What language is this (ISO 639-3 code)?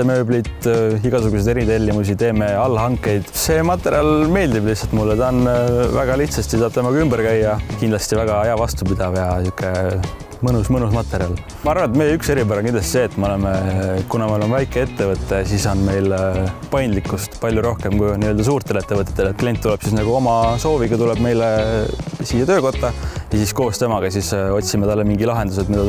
est